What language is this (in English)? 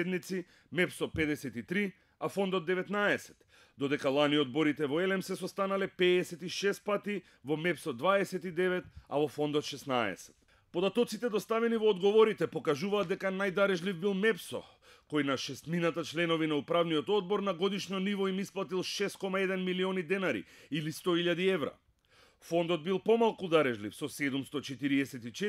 Macedonian